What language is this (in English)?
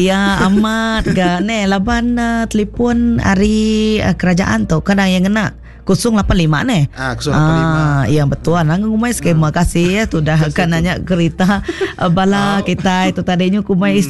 Iban